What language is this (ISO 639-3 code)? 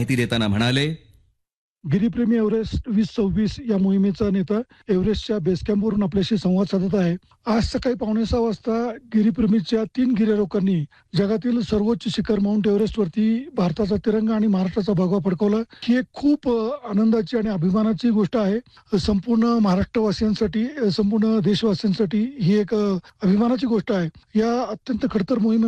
mar